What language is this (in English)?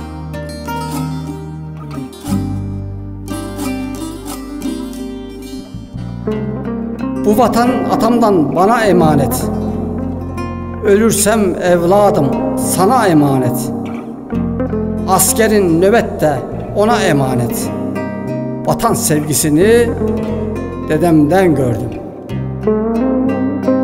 Turkish